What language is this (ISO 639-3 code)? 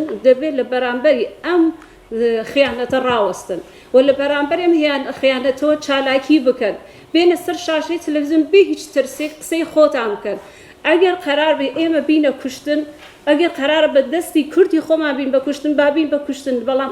kur